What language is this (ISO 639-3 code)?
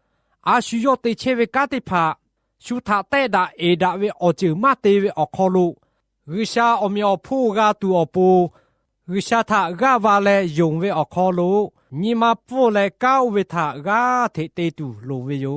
lhu